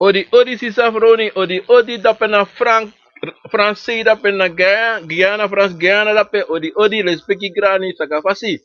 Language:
Sranan Tongo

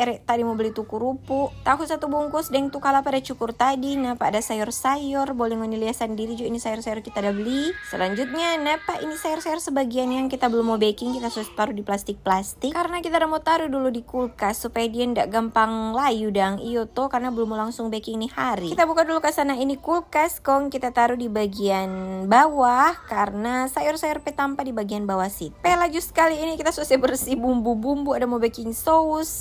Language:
Manado Malay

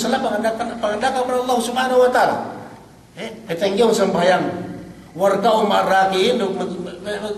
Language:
Yakan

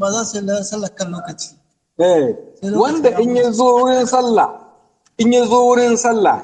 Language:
Hausa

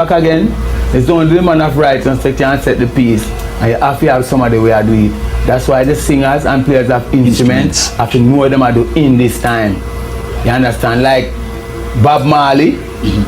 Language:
Jamaican Creole English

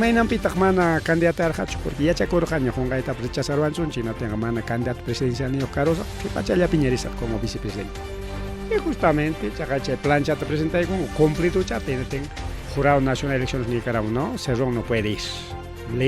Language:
Ayacucho Quechua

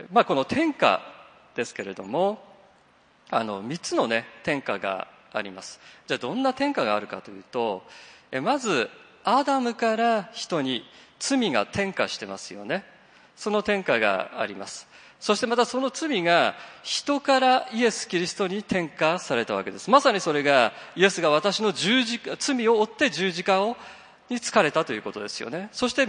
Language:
Japanese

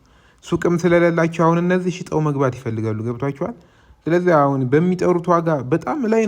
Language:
Amharic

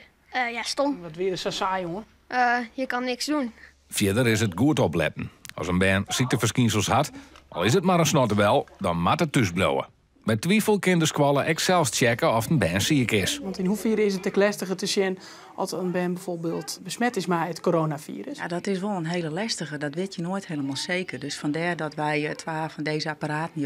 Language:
Western Frisian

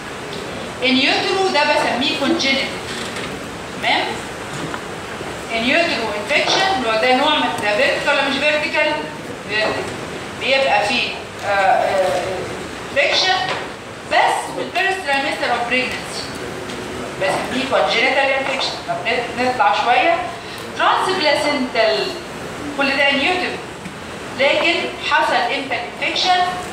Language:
Egyptian Arabic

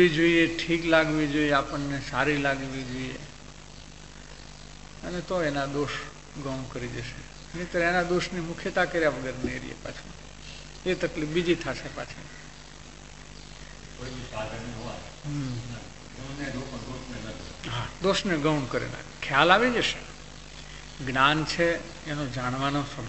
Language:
Gujarati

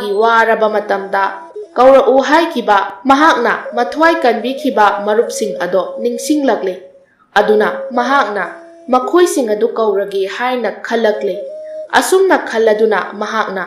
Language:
Manipuri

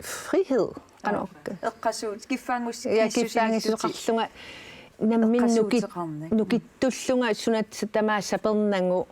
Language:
Kalaallisut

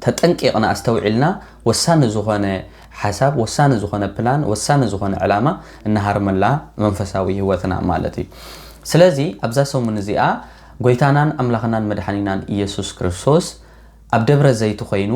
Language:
Tigrinya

